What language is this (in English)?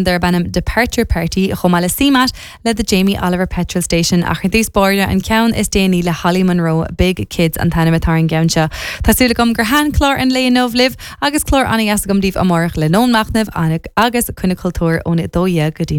Irish